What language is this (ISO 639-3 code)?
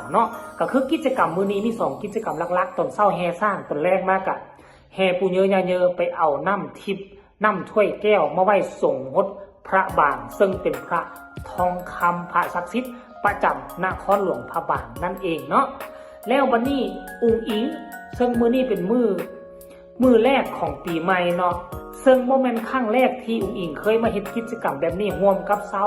tts